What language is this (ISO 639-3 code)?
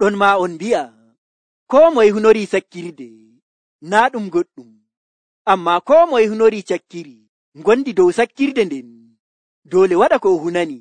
fuv